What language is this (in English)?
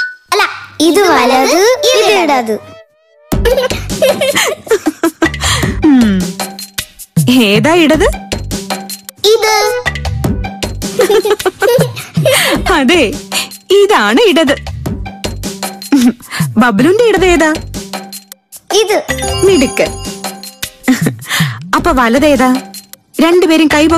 Malayalam